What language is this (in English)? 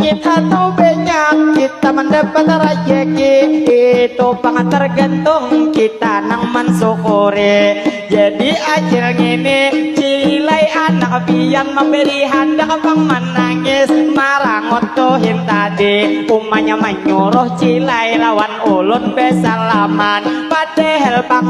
Banjar